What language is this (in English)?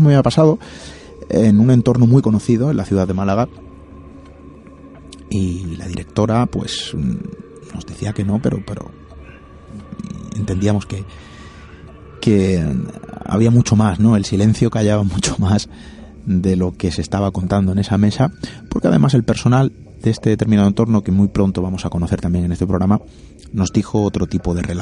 Spanish